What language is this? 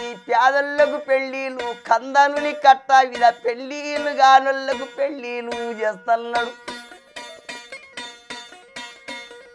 Telugu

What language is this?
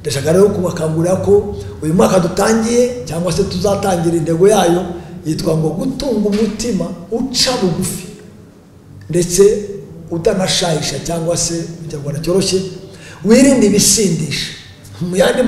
Kinyarwanda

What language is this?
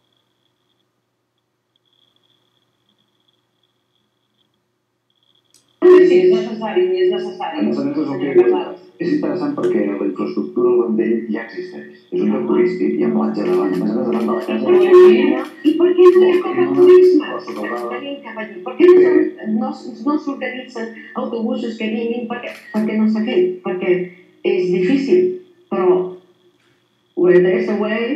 Catalan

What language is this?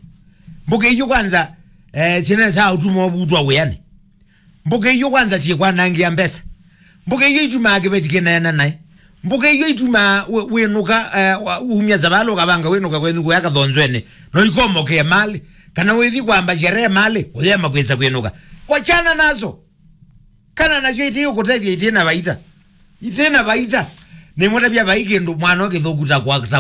Kamba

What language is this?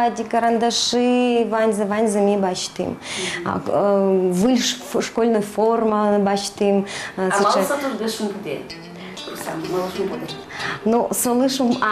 Udmurt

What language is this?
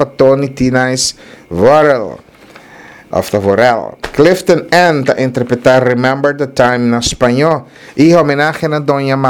Papiamento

